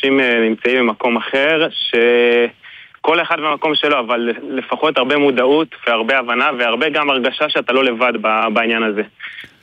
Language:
Hebrew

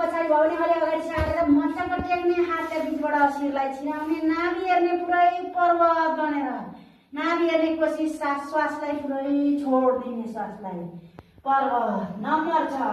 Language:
Nepali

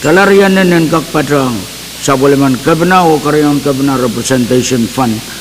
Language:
Pohnpeian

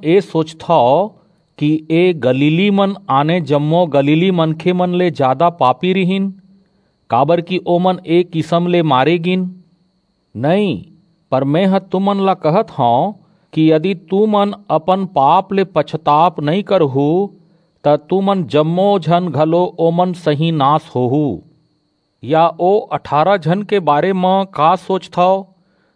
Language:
Chhattisgarhi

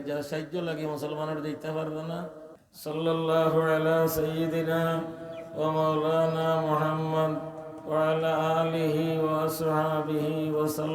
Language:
Sylheti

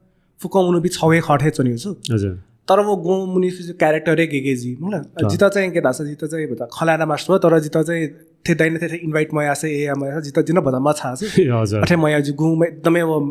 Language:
Newari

